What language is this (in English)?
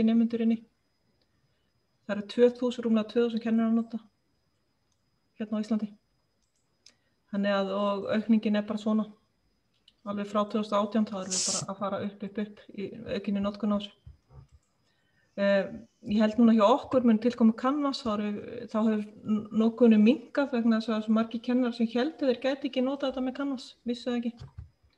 Icelandic